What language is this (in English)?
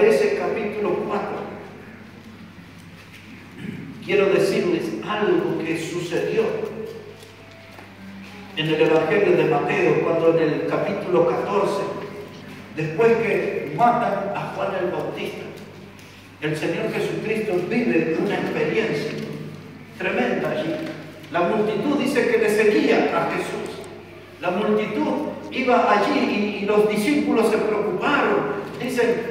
Spanish